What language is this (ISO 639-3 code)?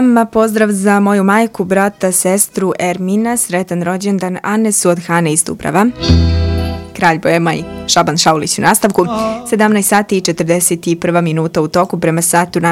bos